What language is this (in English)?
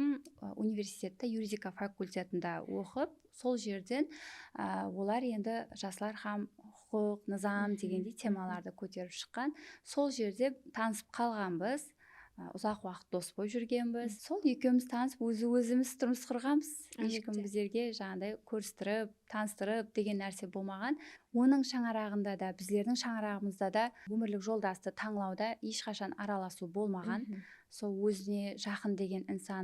Kara-Kalpak